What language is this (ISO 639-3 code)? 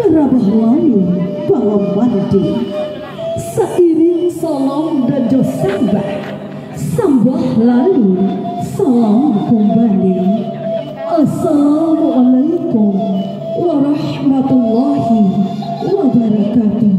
min